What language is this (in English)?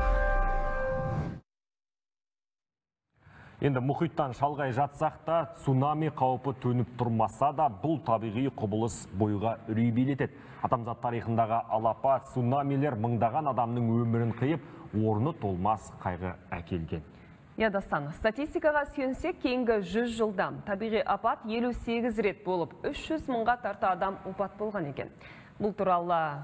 Kazakh